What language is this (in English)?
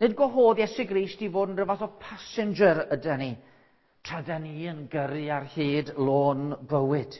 Welsh